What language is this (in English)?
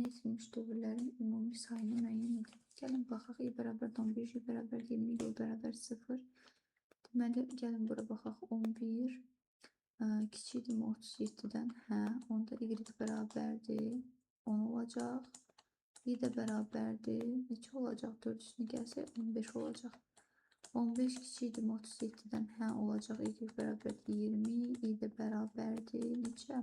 Azerbaijani